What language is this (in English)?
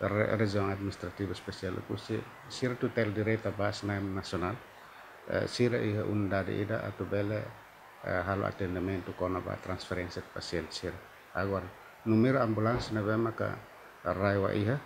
Tetum